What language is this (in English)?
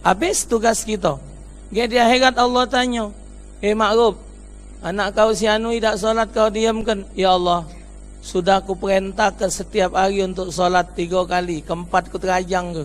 Musi